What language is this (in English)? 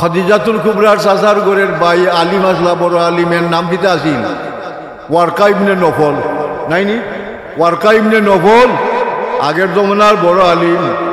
Sylheti